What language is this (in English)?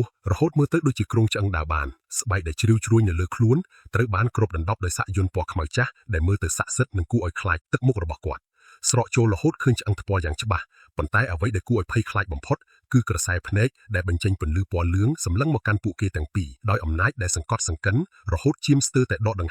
Khmer